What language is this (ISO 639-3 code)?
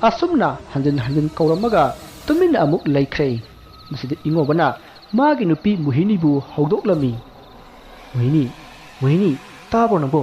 mni